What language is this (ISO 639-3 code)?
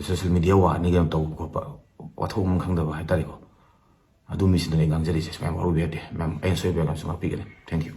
mni